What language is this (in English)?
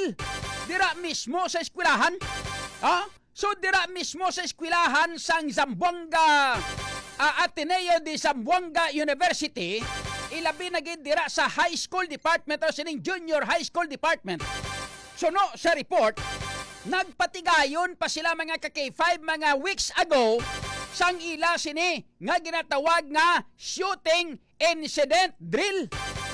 Hiligaynon